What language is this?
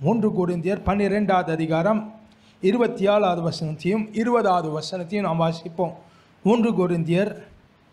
Tamil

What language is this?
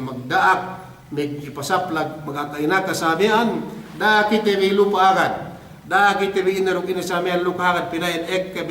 Yakan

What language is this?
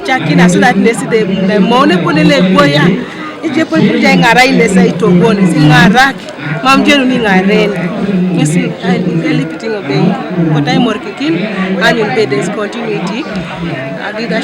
Teso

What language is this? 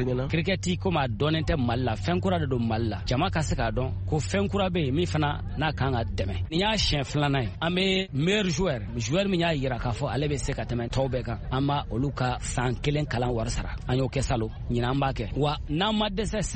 Bambara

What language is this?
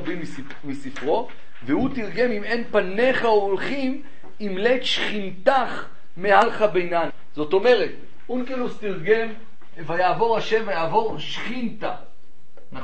Hebrew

